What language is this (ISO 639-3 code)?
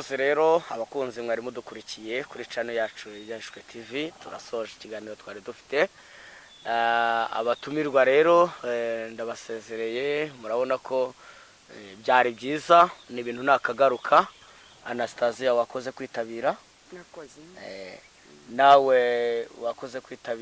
kin